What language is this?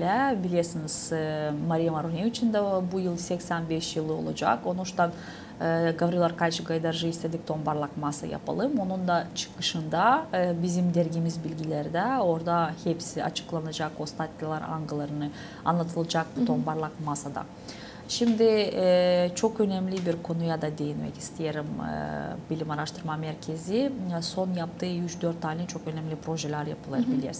Gagauz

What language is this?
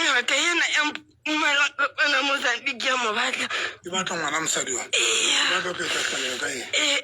Southern Sotho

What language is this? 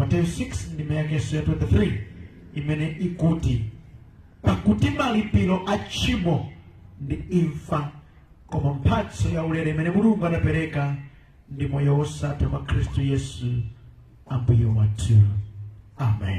Nyanja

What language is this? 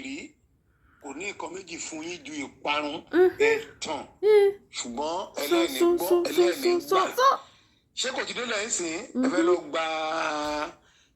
Yoruba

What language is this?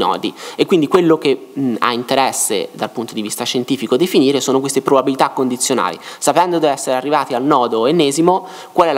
Italian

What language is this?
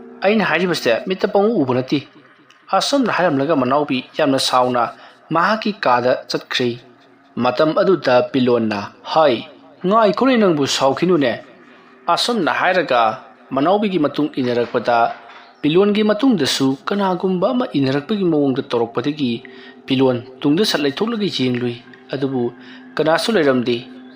Manipuri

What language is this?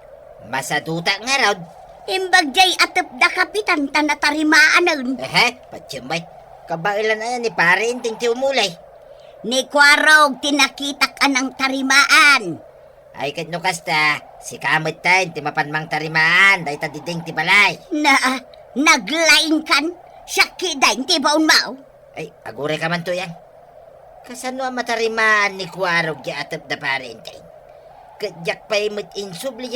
Iloko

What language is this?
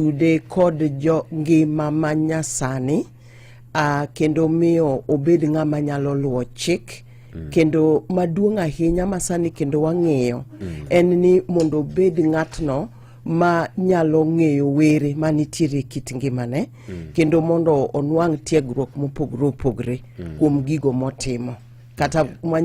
Luo (Kenya and Tanzania)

